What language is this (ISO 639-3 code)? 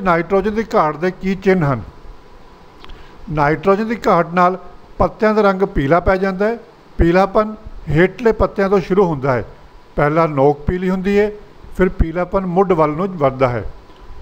pan